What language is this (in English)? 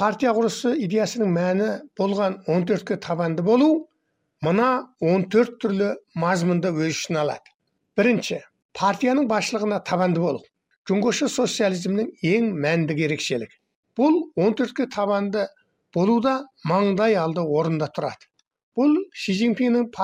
Kazakh